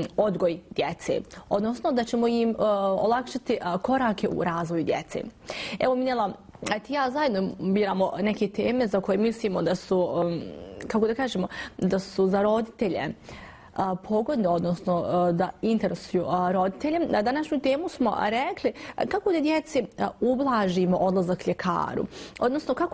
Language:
Bosnian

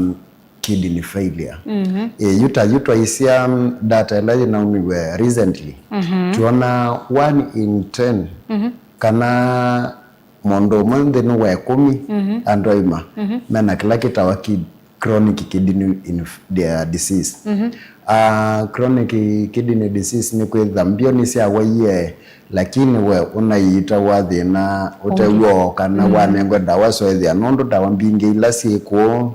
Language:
Kamba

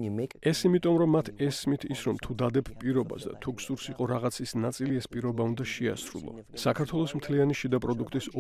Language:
Georgian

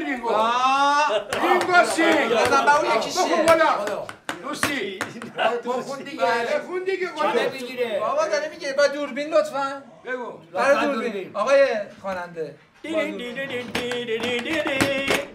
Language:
Persian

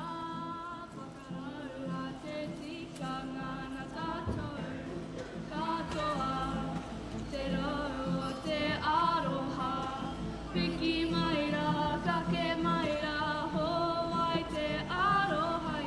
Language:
Māori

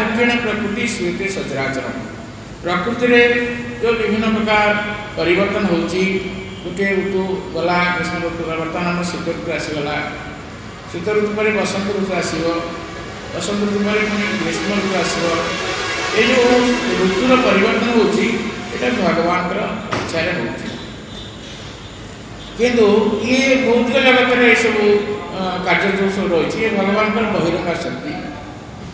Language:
Odia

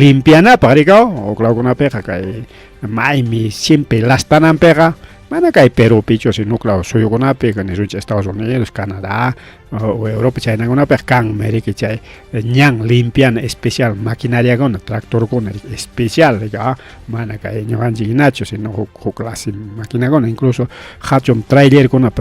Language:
Ayacucho Quechua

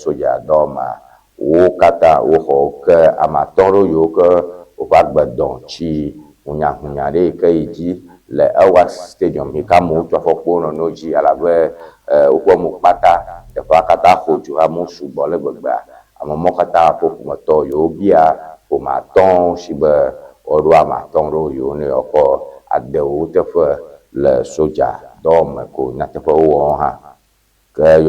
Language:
Ewe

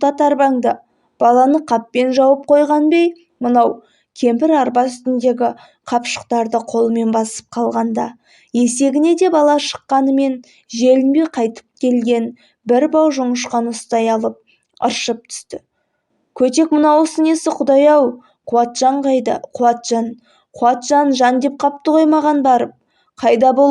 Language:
Kazakh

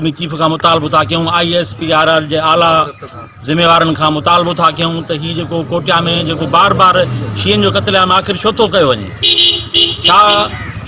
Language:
Sindhi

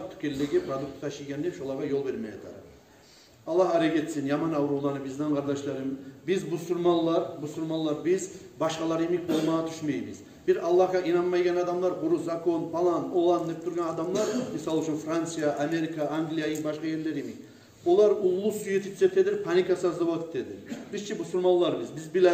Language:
Kumyk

